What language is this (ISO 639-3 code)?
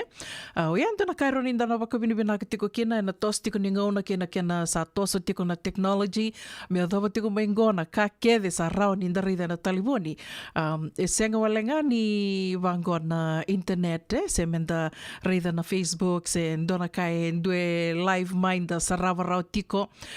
fij